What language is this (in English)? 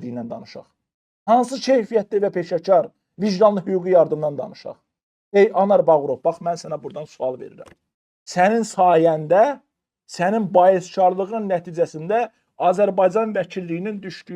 Azerbaijani